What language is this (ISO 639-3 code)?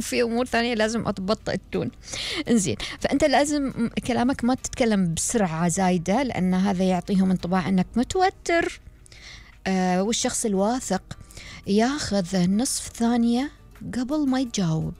afb